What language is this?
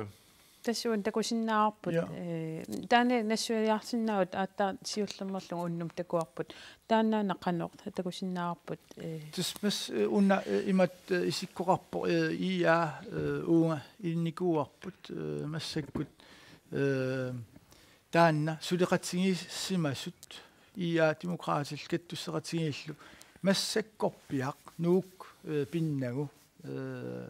Kalaallisut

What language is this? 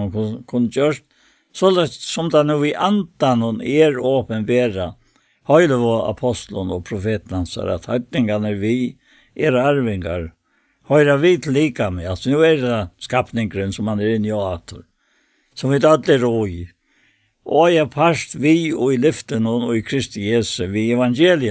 Faroese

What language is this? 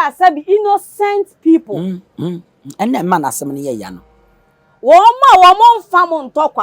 Akan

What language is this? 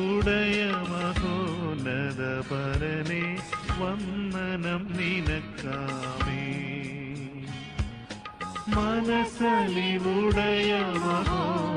Malayalam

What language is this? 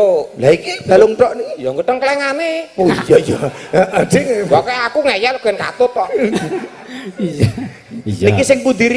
Javanese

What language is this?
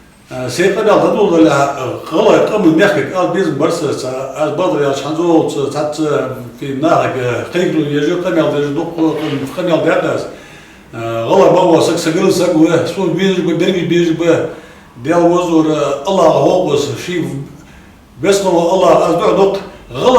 Ingush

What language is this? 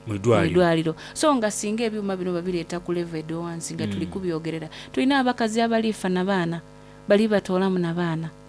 Soga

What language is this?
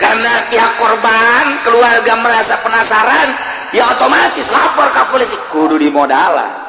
Sundanese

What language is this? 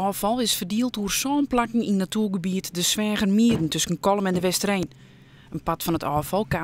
Western Frisian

